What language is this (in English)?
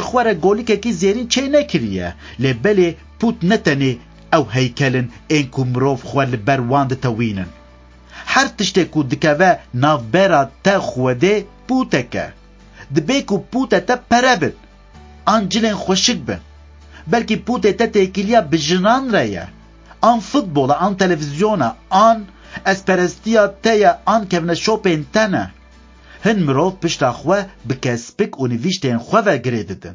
Kurdish